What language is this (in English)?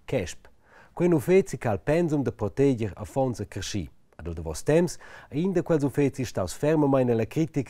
Romansh